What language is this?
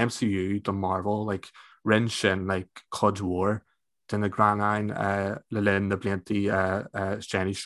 Irish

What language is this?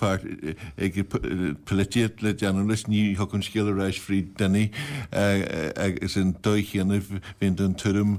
Irish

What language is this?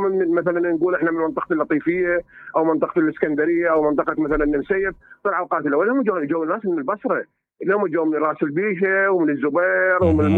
Mesopotamian Arabic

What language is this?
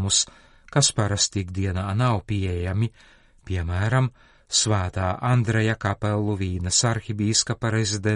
Latvian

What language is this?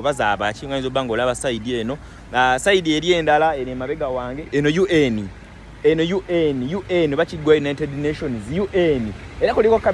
Ganda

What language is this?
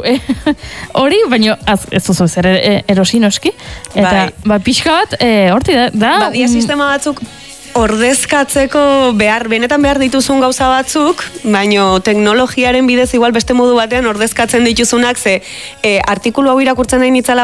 Basque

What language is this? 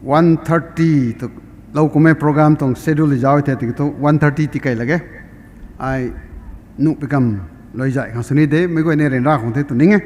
Rongmei Naga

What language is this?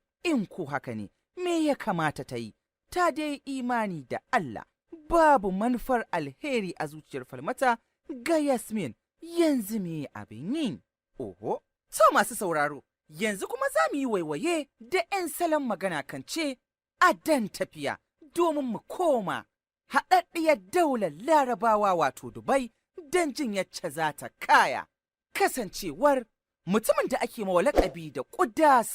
Hausa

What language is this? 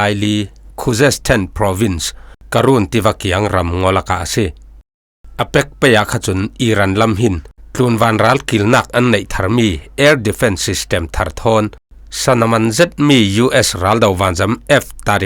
Falam Chin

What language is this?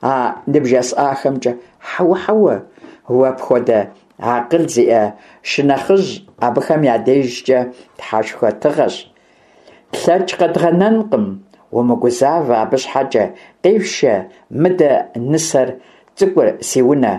Kabardian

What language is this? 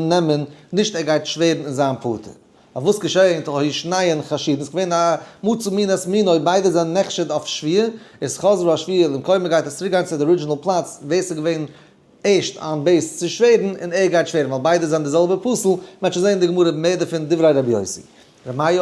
Yiddish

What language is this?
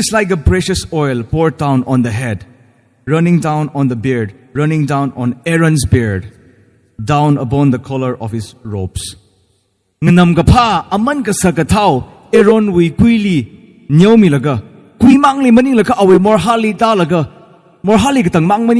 Tangkhul Naga (India)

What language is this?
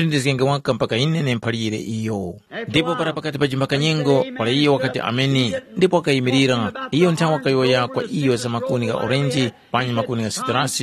Tumbuka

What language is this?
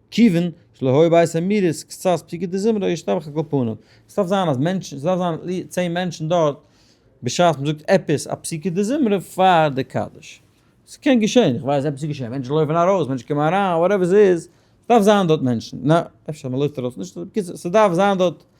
Yiddish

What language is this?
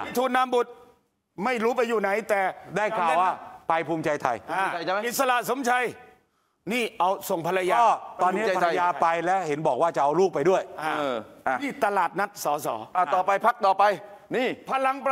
Thai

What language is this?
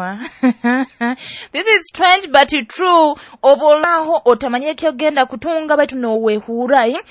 Nyoro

